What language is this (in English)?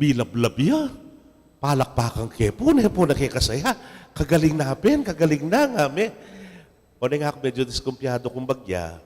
Pampanga